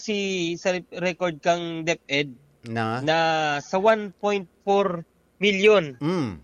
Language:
Bikol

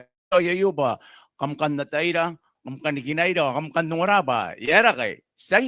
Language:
Gilbertese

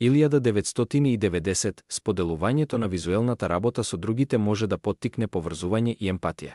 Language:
Macedonian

